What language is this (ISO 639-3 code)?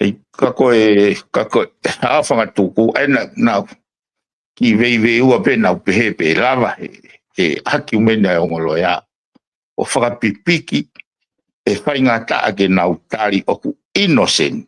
ton